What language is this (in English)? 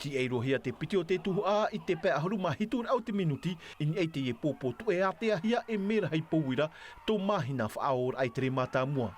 Tahitian